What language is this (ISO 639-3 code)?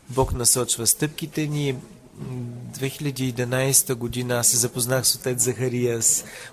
bul